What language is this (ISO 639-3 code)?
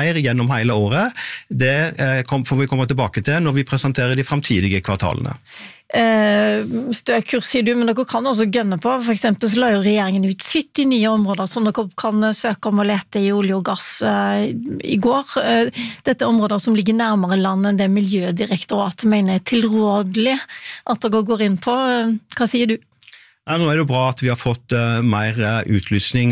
nor